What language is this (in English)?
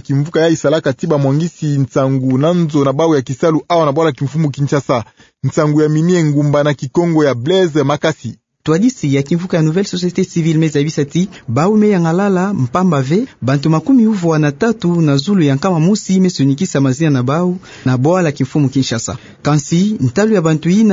Kituba (Democratic Republic of Congo)